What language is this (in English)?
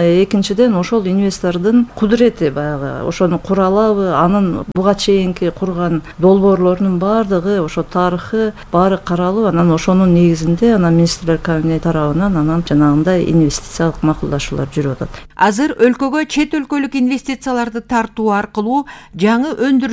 Kyrgyz